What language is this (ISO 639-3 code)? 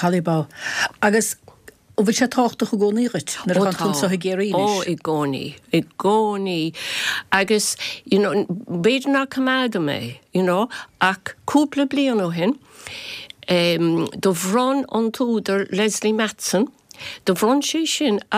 gle